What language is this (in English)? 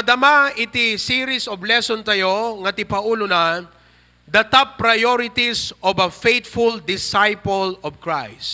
Iloko